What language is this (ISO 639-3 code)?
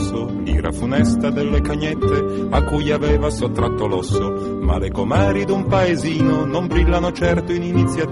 ita